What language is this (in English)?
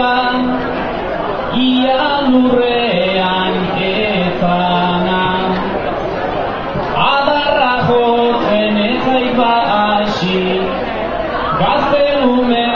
Basque